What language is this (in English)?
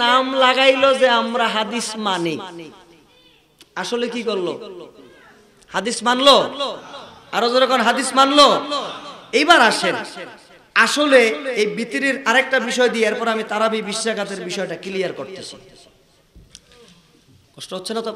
Bangla